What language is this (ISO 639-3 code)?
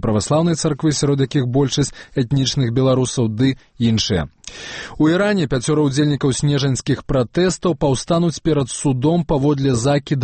bel